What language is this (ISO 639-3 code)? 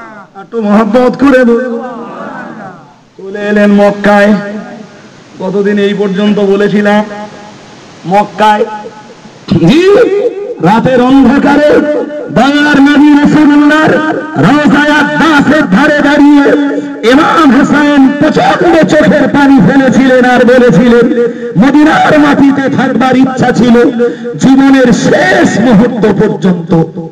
ben